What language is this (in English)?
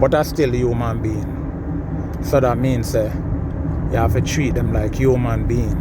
Jamaican Creole English